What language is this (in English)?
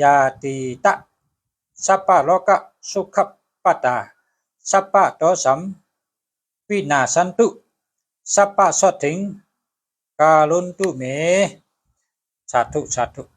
Shan